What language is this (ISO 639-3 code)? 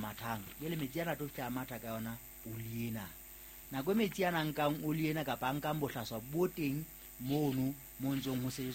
sot